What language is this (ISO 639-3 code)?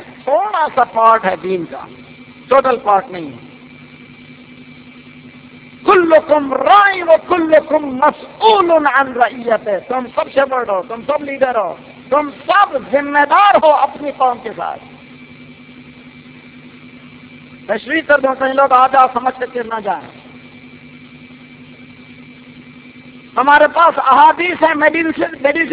urd